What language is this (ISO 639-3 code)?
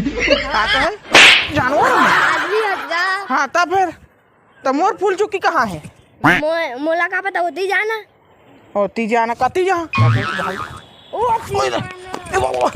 hne